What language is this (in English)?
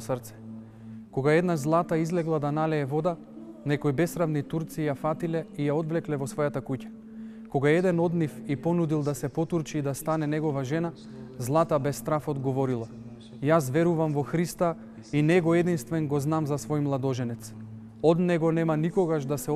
Macedonian